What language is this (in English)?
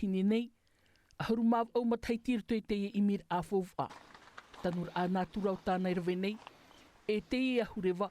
Tahitian